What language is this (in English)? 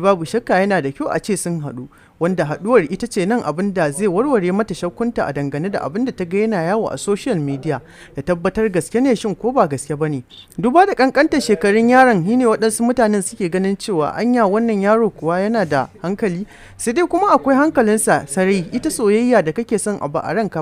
Hausa